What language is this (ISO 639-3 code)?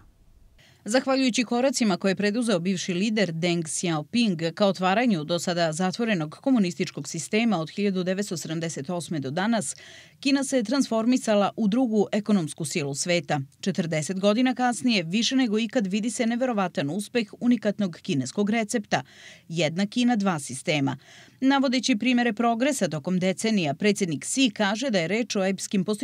srp